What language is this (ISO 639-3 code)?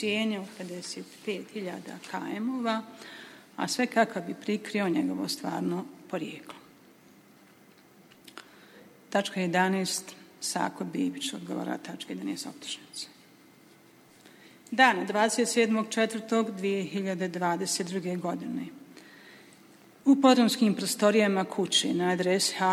bos